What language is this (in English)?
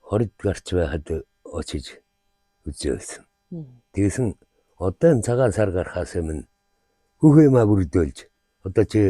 Mongolian